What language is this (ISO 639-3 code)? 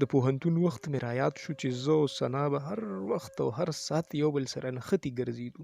pus